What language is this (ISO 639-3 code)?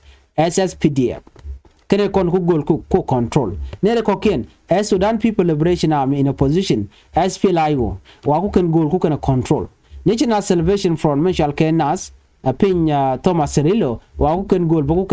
nus